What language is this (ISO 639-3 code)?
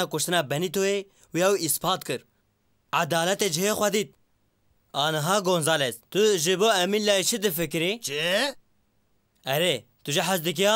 kur